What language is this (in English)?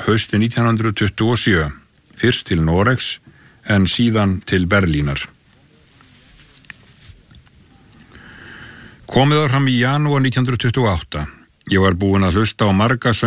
Icelandic